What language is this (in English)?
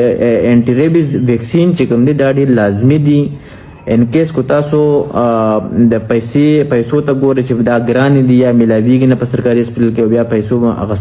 Pashto